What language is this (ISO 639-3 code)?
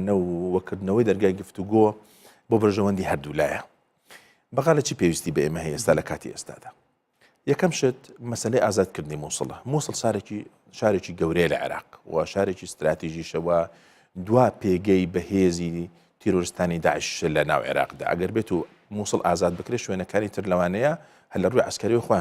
ckb